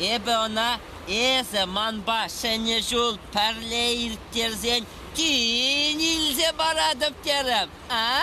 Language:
Chuvash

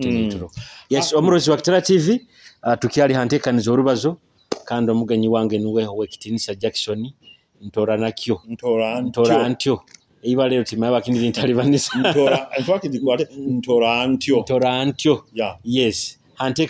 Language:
Nyoro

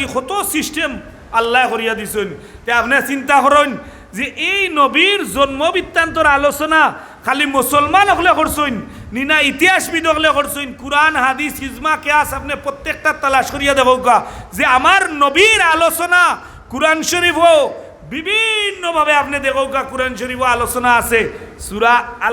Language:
Sylheti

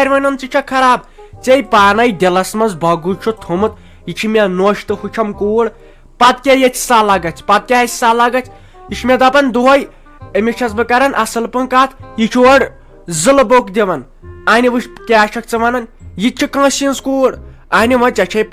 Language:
Kashmiri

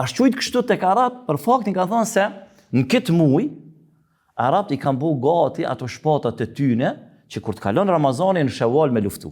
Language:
Albanian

